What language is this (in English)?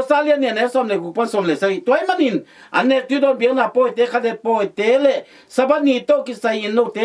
Tedim Chin